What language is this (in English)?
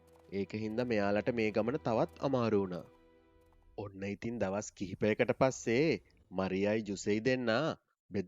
Sinhala